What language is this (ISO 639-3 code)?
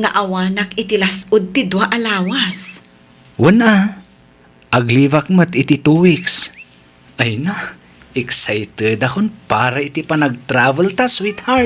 ilo